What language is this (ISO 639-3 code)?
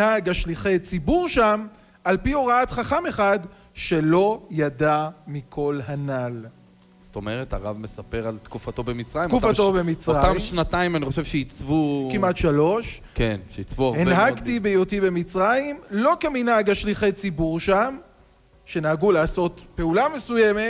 heb